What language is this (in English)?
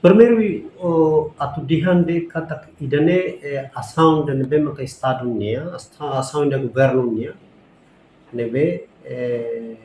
Tetum